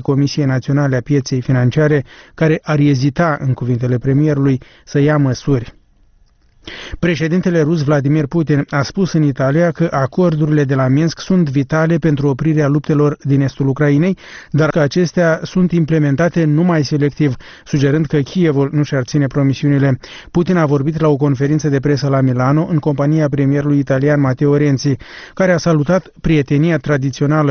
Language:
Romanian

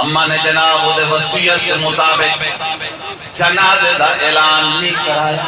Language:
Saraiki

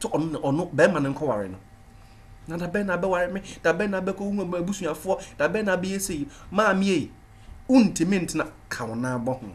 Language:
Akan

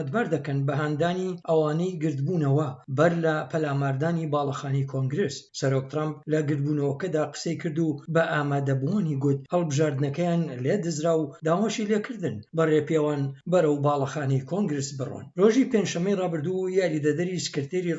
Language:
Central Kurdish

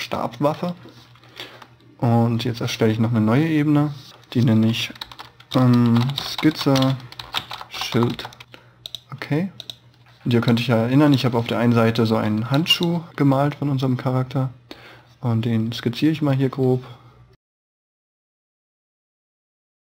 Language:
German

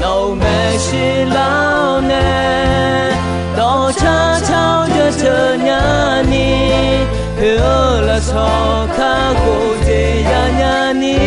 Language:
Akha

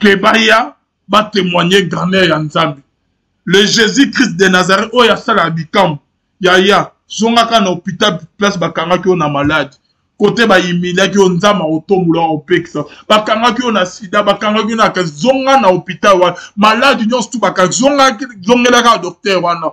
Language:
Lingala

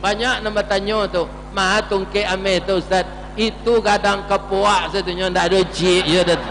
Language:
Minangkabau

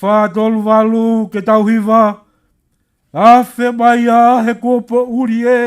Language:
Tongan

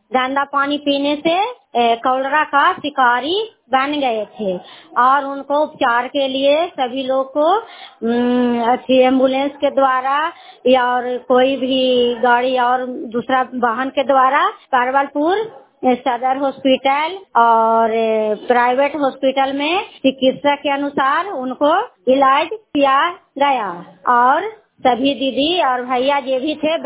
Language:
Hindi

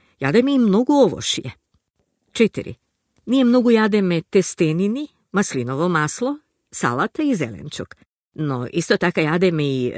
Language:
Macedonian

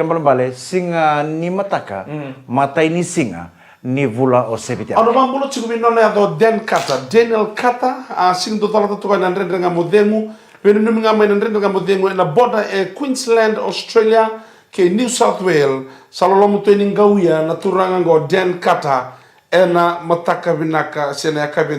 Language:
Fijian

